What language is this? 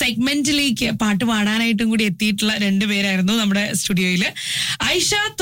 Malayalam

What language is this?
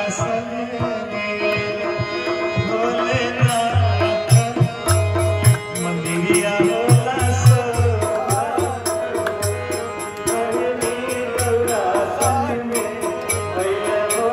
Bhojpuri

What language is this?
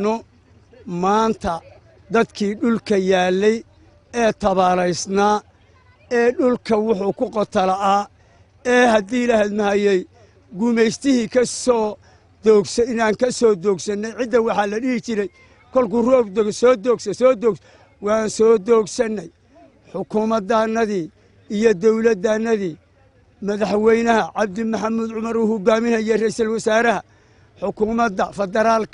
Somali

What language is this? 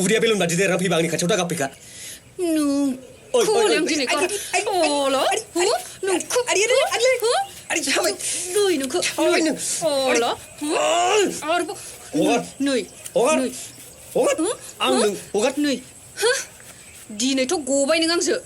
Bodo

